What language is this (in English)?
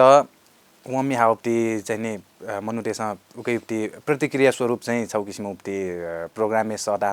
Newari